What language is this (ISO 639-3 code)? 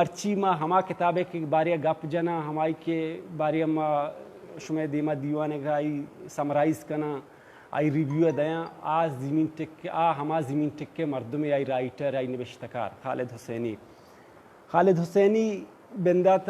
bal